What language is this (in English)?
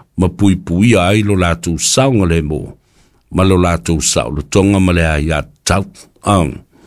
Samoan